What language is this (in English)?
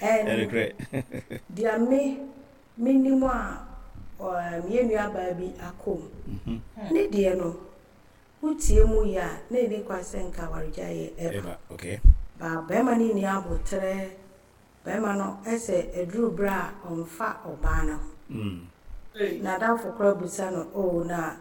Akan